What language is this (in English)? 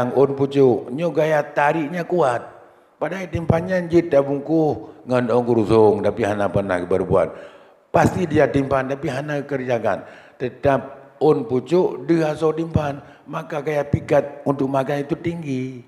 Achinese